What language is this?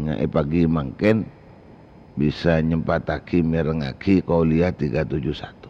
Madurese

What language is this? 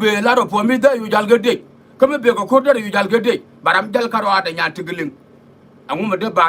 Nuer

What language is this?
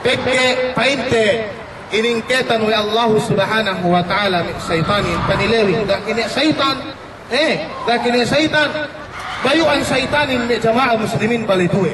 Yakan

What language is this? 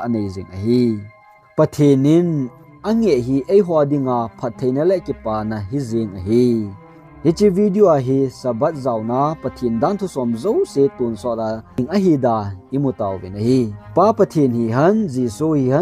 Thado Chin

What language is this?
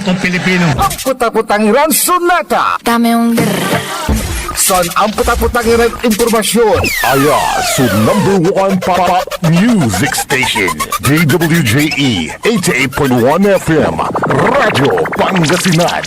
Pangasinan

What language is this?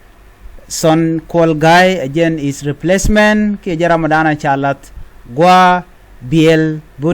Nuer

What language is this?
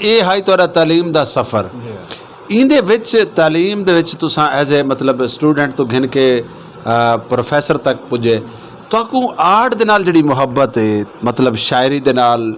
Saraiki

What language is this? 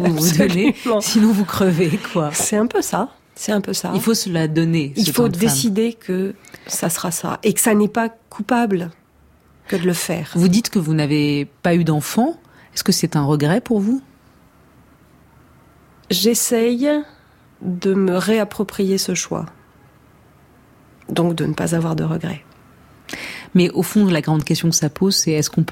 French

